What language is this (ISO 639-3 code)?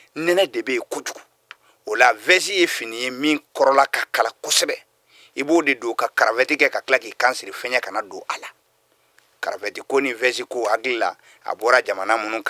bam